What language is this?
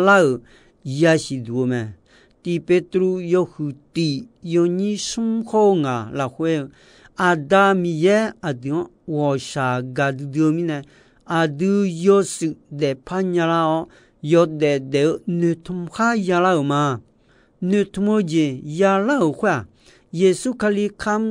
Akha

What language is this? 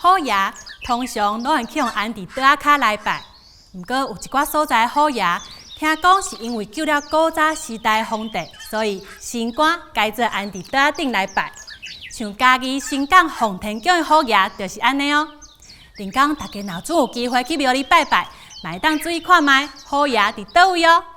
Min Nan Chinese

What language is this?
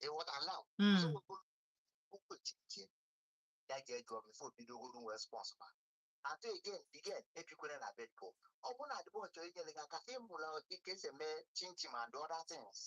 Igbo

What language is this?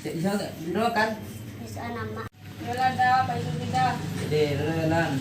Minangkabau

